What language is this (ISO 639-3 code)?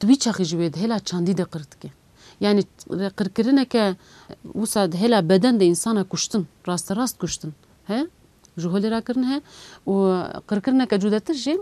kur